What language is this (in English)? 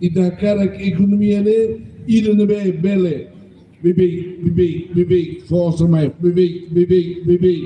Tetum